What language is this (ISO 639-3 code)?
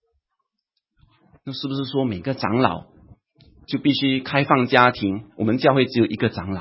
zho